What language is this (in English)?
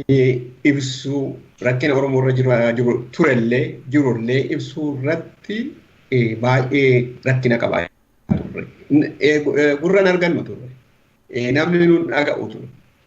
Oromo